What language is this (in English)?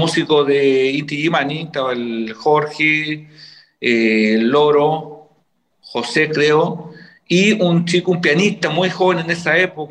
Spanish